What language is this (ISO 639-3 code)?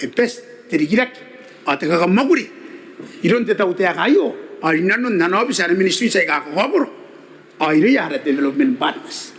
gil